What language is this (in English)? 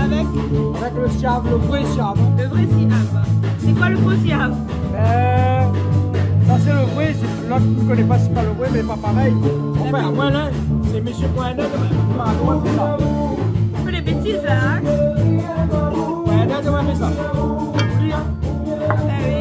Réunion Creole French